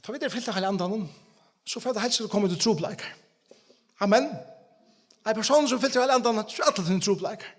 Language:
Faroese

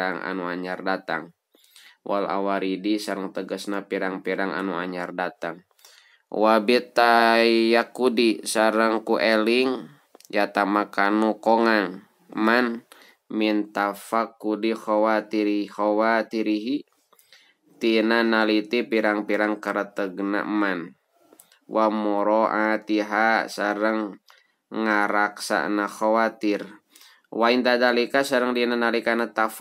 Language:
Sundanese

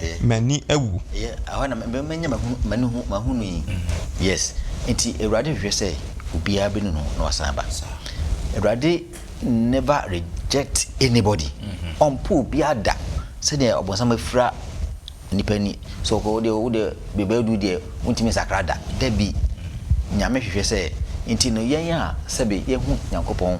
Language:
Akan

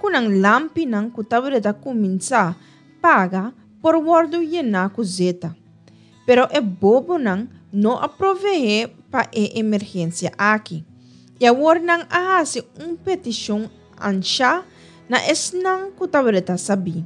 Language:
Papiamento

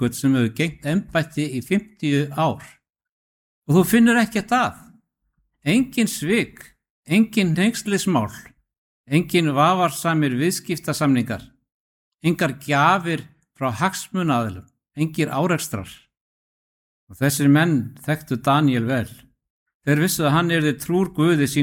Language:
Icelandic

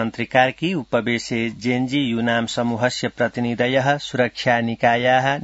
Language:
Sanskrit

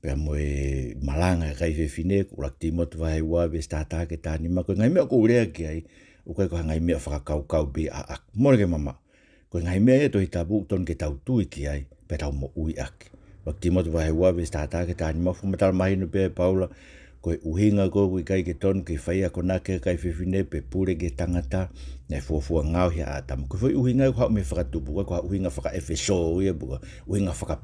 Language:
Tongan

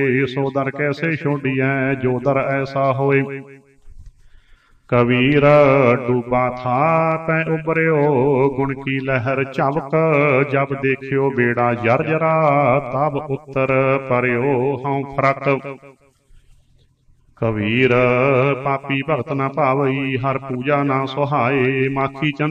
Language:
Punjabi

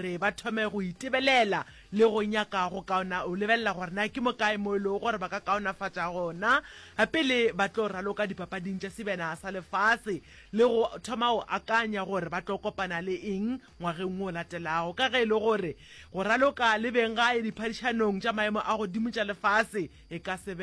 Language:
Northern Sotho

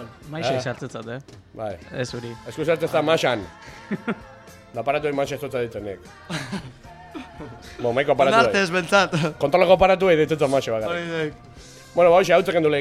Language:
Basque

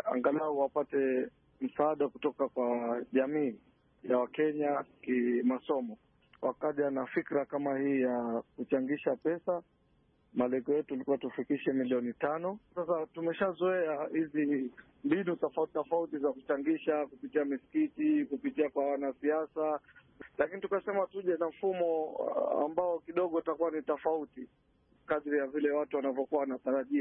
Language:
Swahili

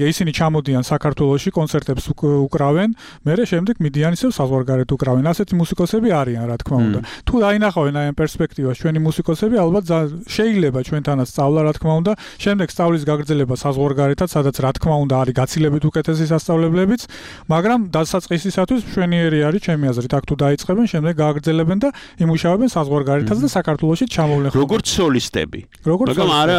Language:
Georgian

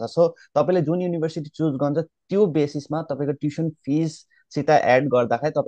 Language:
Nepali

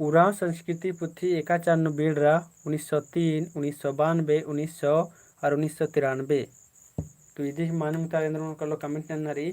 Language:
Kurukh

